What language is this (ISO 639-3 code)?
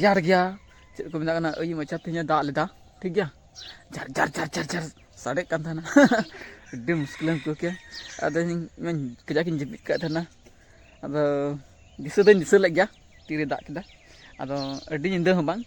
sat